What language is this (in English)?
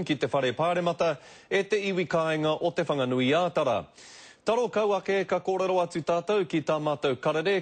Māori